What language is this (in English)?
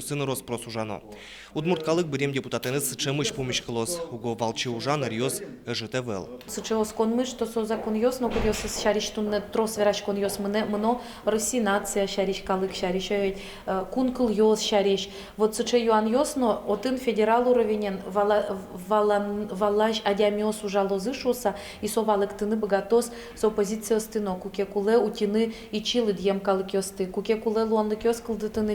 Udmurt